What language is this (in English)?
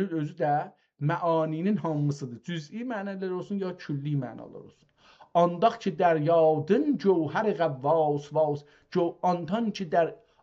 South Azerbaijani